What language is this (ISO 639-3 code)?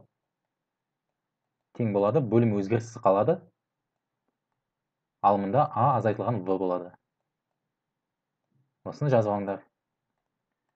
kaz